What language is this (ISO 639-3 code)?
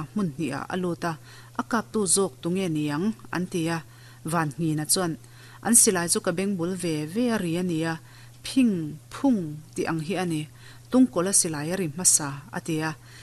lus